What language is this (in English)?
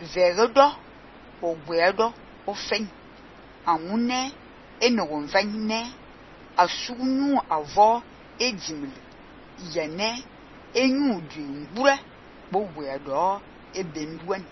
Fang